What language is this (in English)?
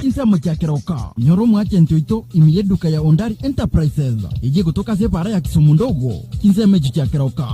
Gusii